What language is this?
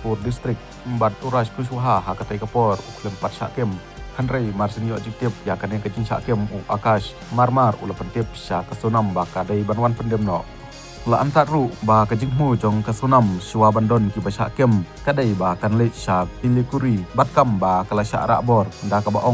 Khasi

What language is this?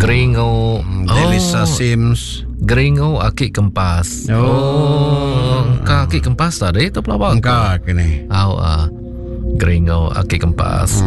Iban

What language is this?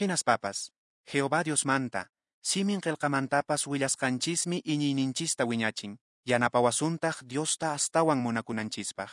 Quechua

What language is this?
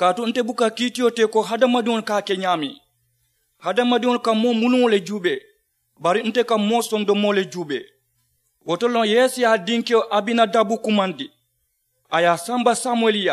Mandingo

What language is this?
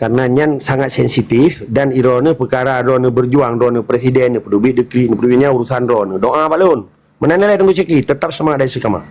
Achinese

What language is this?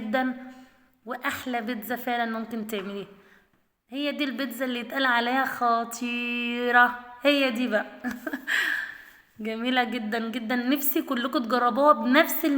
Egyptian Arabic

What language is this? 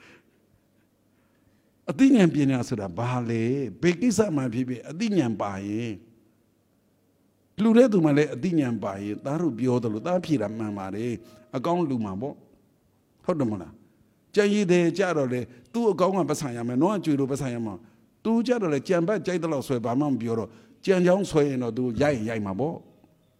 Burmese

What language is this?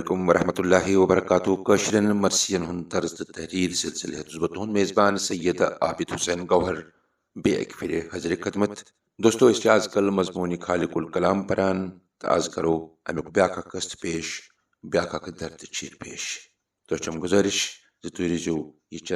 Kashmiri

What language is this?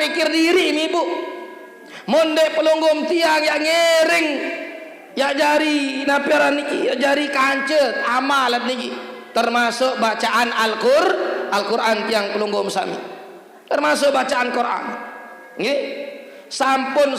Sasak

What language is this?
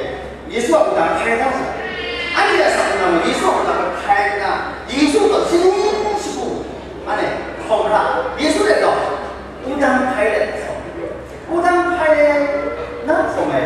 Kachin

